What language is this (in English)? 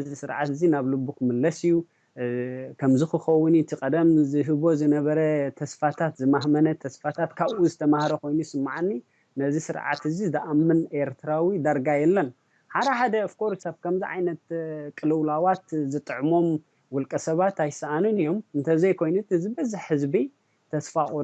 Tigrinya